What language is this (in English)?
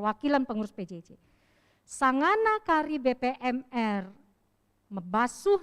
Batak Karo